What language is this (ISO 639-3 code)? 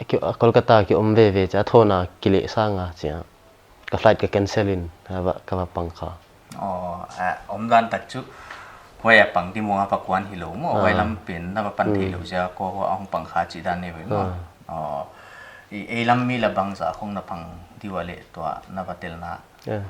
pck